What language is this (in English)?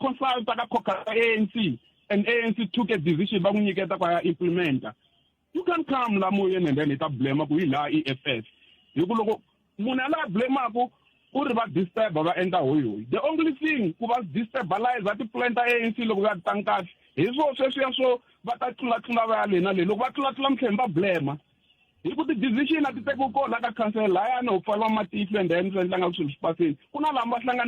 Tsonga